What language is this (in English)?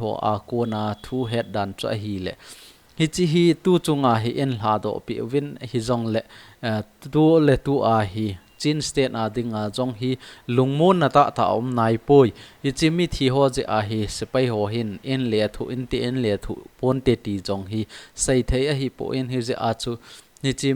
Thado Chin